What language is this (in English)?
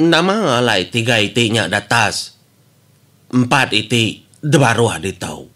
Iban